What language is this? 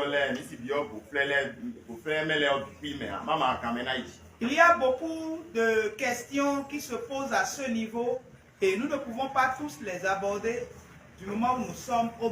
Fon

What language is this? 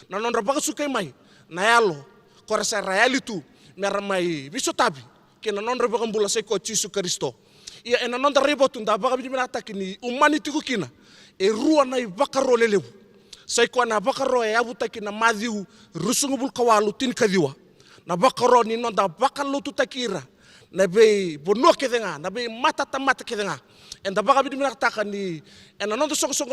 Fijian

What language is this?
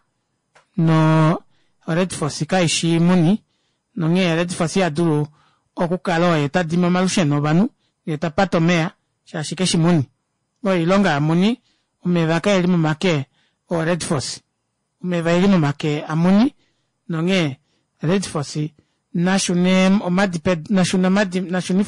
Kuanyama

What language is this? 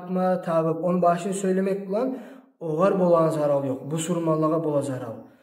Kumyk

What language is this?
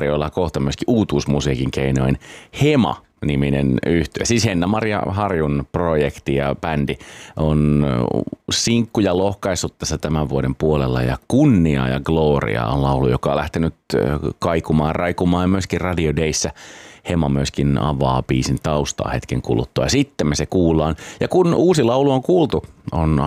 Finnish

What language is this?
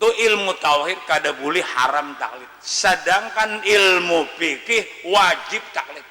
Banjar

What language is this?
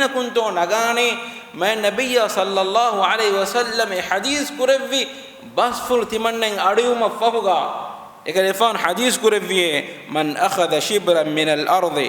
Divehi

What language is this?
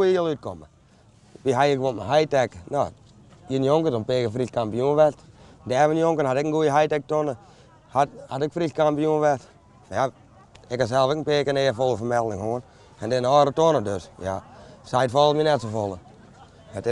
Western Frisian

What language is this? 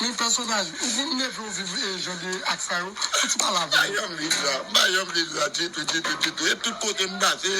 Haitian Creole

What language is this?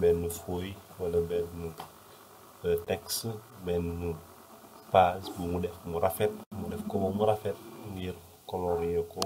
Wolof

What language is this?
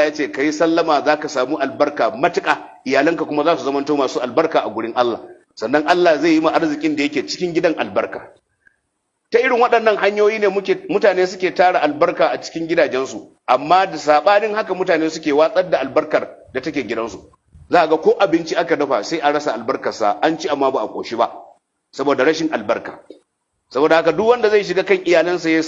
Hausa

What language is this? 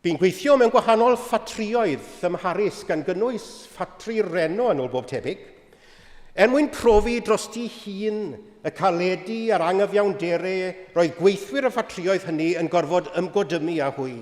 Welsh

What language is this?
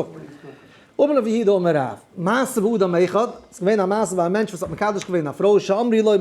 Yiddish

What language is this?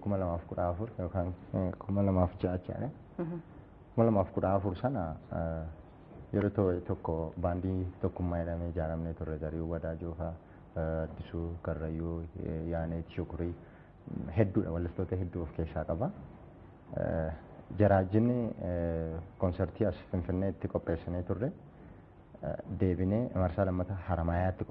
Oromo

